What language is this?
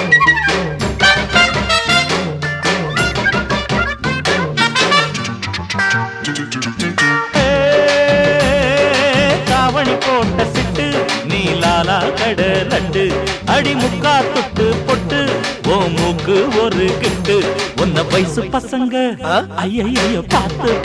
Tamil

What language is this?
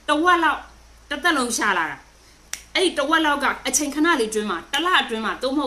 Burmese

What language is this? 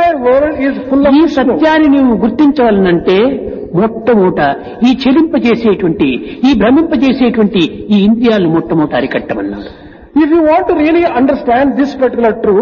Telugu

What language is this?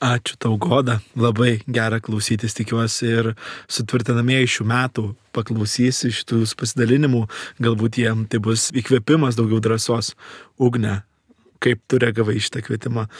Lithuanian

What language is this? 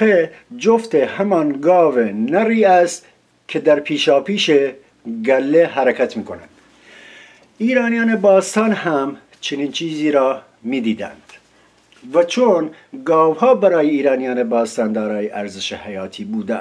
Persian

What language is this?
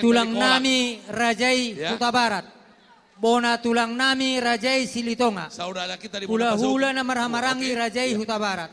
Batak Toba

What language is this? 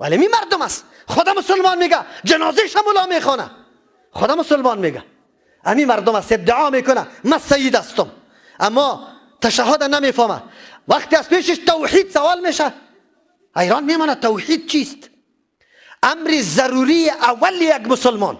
Persian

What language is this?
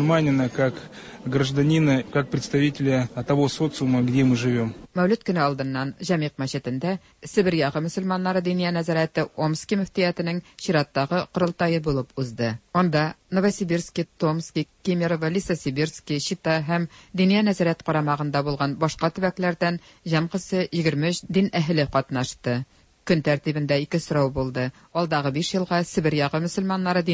Tatar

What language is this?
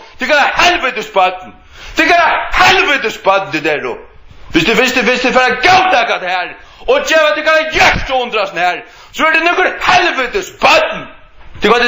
Faroese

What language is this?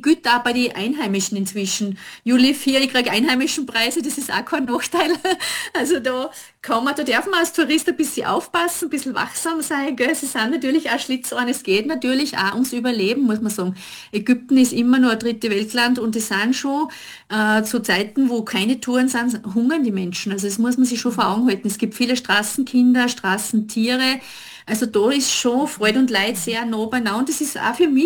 German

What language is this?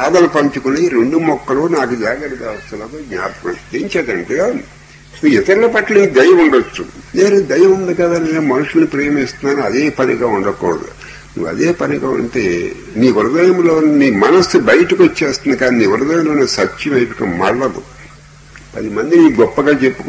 Telugu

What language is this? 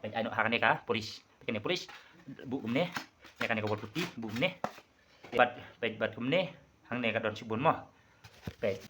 Khasi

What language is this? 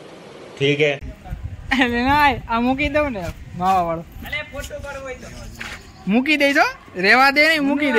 Gujarati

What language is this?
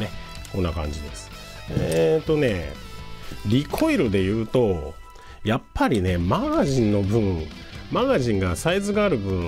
Japanese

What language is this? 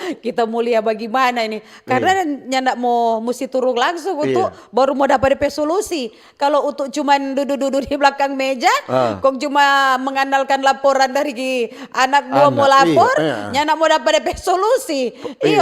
Manado Malay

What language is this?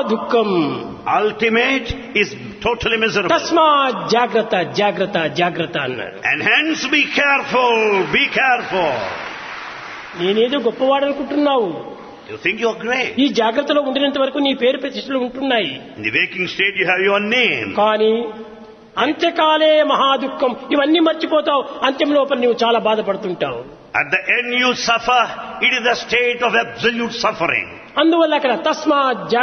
Telugu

